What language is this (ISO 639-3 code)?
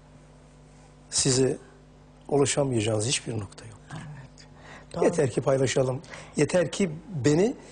tur